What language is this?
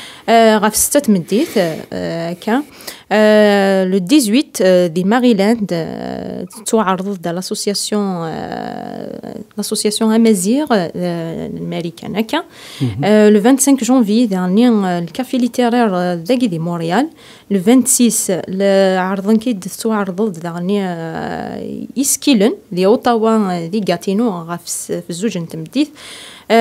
Kabyle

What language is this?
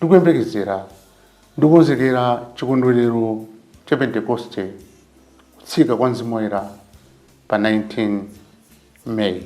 Nyanja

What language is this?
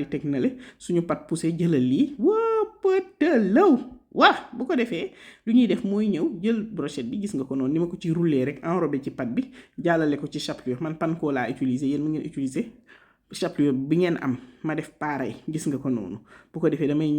Wolof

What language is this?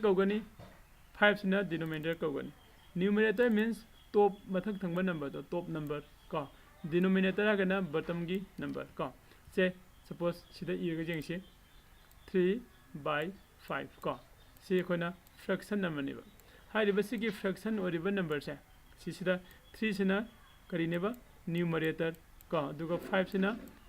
Manipuri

